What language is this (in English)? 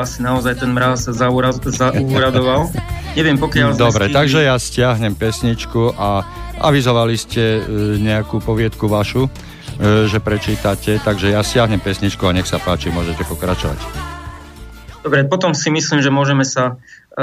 Slovak